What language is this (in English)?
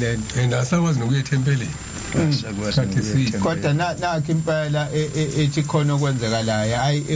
Zulu